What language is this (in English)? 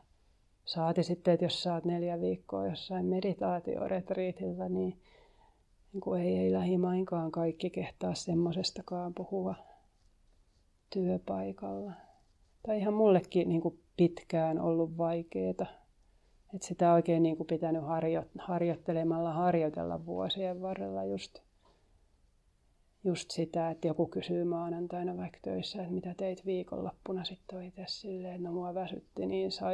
Finnish